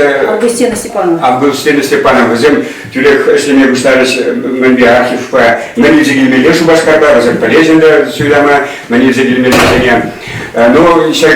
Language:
Chuvash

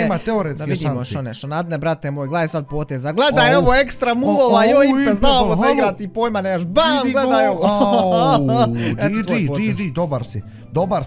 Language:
Bosnian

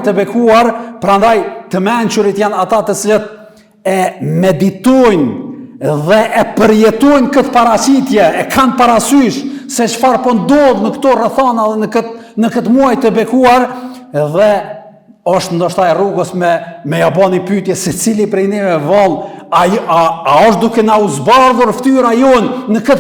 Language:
Albanian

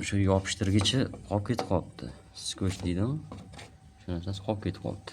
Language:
Uzbek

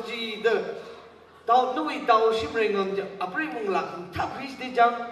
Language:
Tangkhul Naga (India)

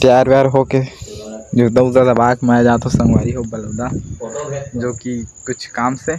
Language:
Chhattisgarhi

